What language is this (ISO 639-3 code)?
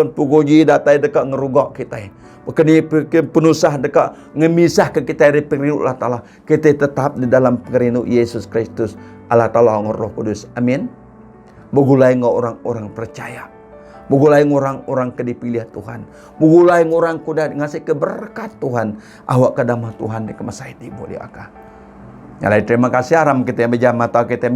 iba